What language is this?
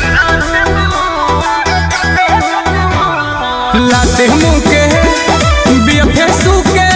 Bhojpuri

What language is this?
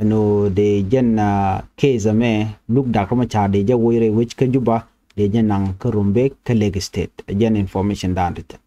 Nuer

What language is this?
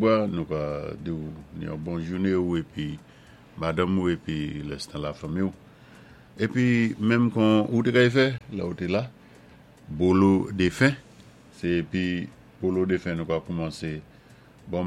Saint Lucian Creole French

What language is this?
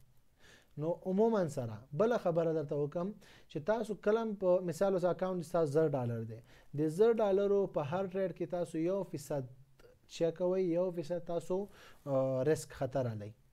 Pashto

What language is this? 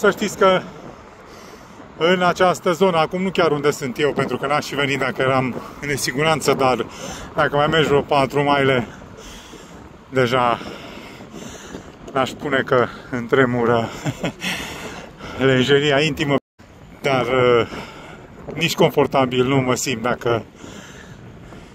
Romanian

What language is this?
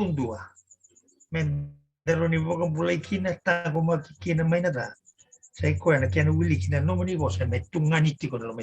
Fijian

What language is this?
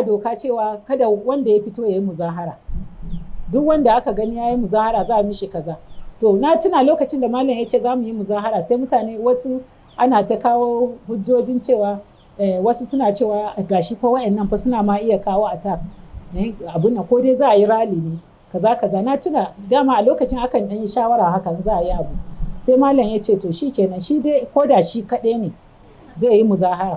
Hausa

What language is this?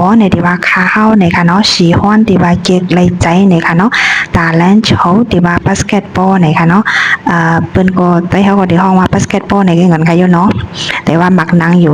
Shan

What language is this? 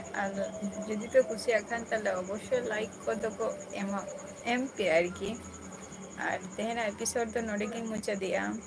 Santali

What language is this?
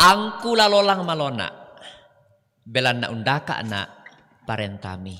Toraja-Sa'dan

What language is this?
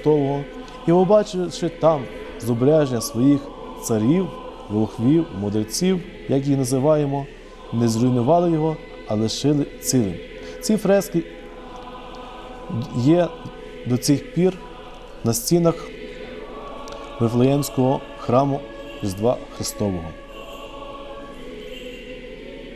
Ukrainian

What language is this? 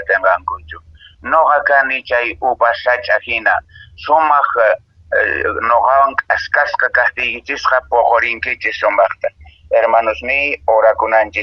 Quechua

